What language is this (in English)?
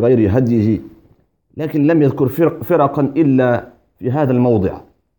Arabic